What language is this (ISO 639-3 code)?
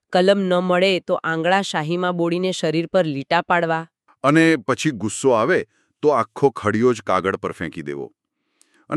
guj